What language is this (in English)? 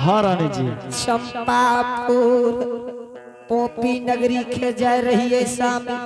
Angika